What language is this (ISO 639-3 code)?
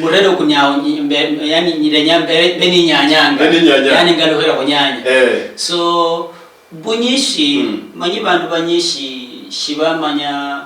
luy